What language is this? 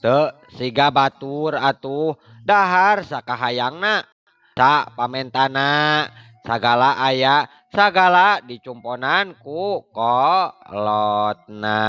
Sundanese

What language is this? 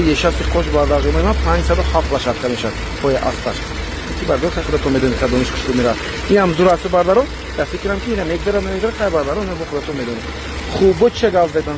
Tajik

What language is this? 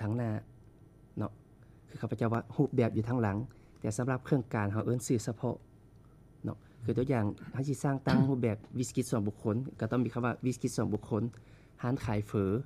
Lao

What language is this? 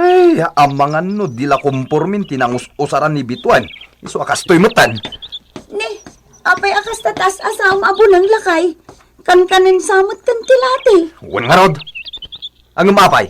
Iloko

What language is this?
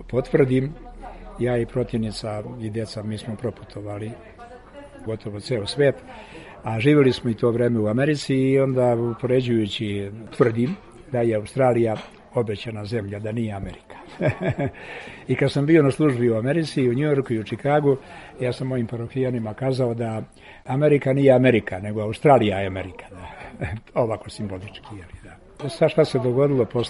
Serbian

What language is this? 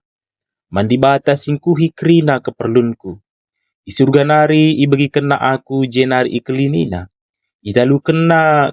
Batak Karo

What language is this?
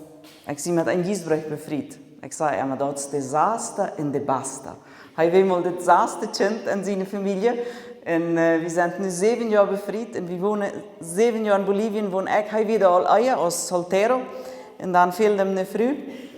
Plautdietsch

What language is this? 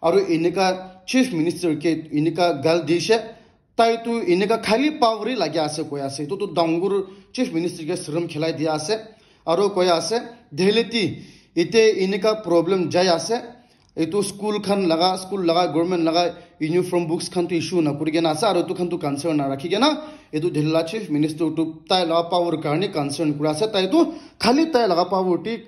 Naga Pidgin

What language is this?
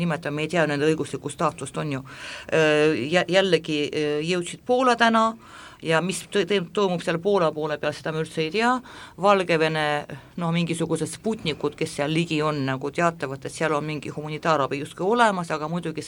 Estonian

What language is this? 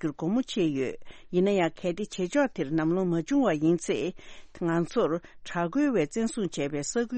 Tibetan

